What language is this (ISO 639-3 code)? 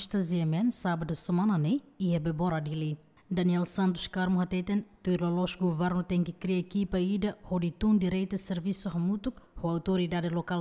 tet